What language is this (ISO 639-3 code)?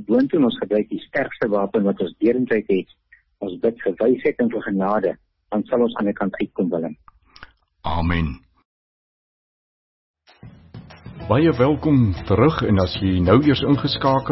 afr